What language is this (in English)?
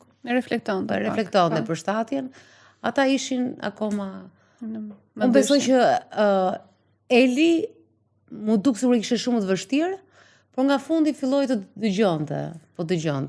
Albanian